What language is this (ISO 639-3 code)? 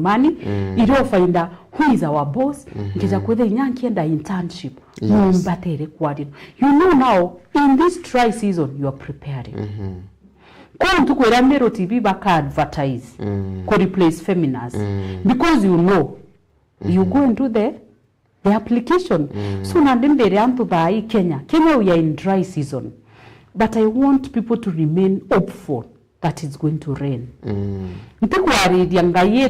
mer